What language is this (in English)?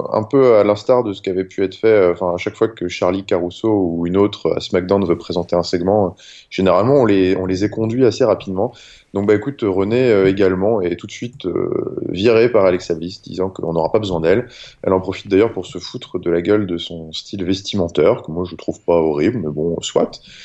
French